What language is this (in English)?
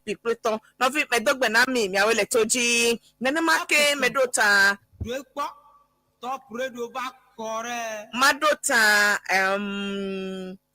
Ewe